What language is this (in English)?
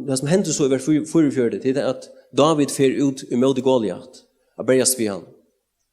Faroese